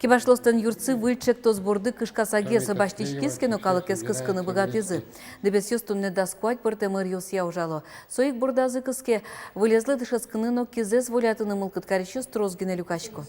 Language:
Udmurt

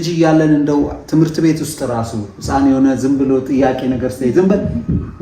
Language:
Amharic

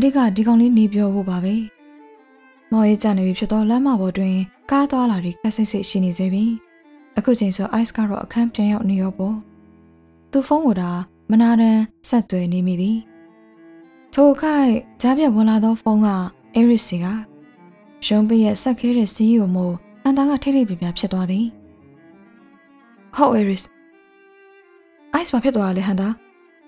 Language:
Burmese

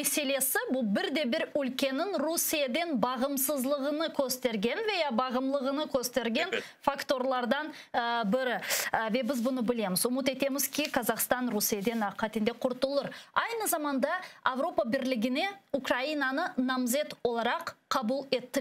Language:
Crimean Tatar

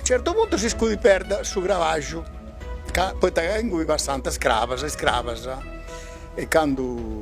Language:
Sardinian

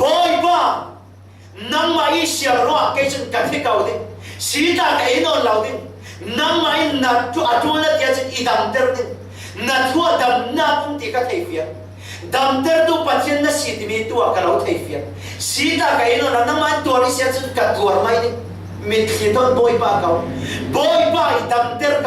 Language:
Falam Chin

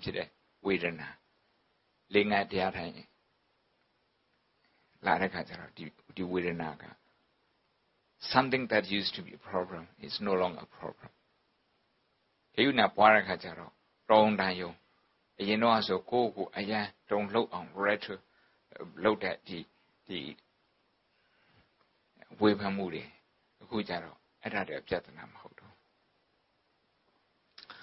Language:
Burmese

